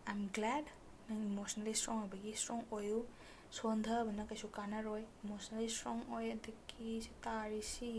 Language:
Manipuri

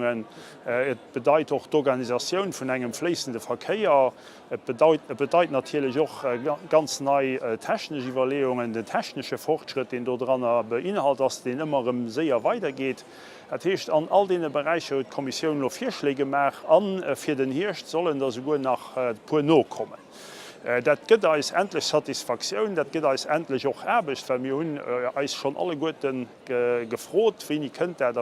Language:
Luxembourgish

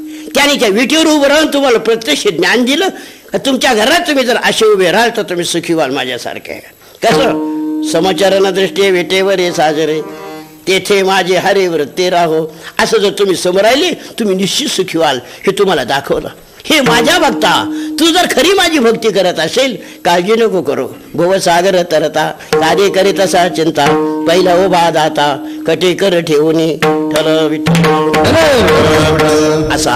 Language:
Marathi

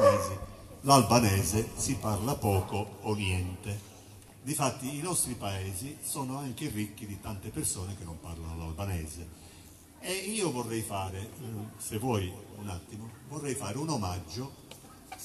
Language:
Italian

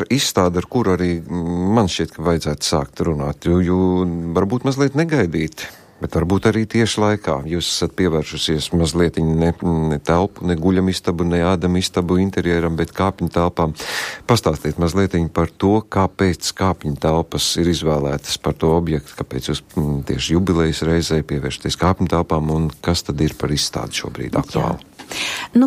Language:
Latvian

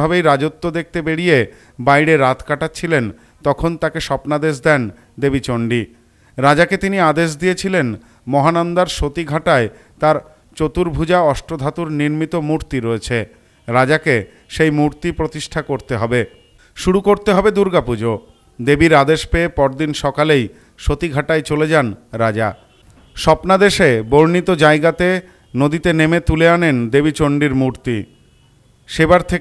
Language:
Bangla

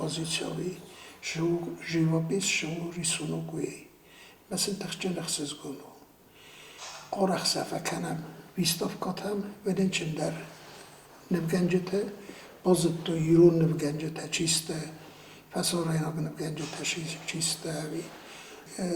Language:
Ossetic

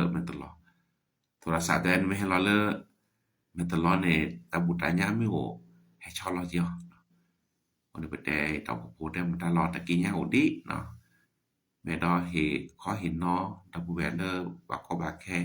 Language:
S'gaw Karen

